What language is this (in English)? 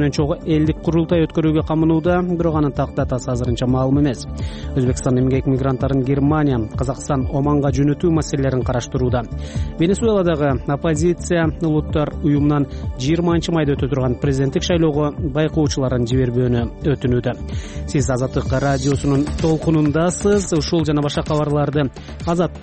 Kyrgyz